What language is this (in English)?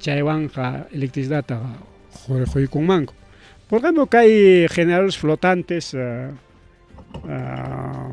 Ayacucho Quechua